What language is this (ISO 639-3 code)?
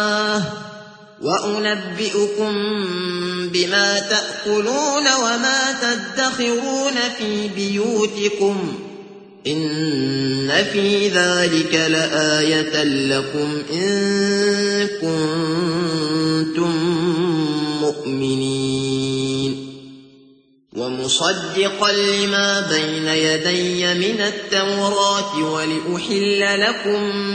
ara